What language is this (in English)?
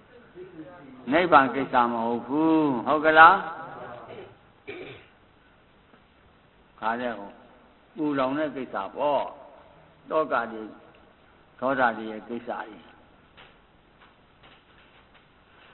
Burmese